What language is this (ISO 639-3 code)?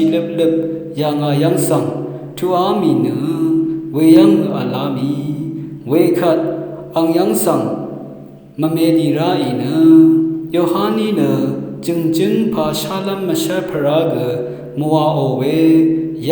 raw